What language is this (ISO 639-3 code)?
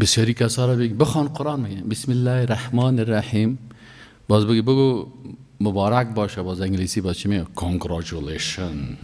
fas